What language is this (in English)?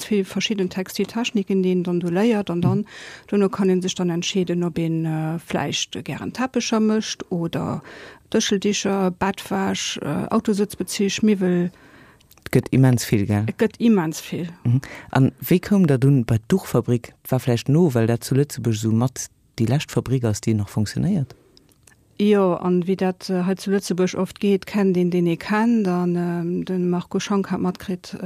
Luxembourgish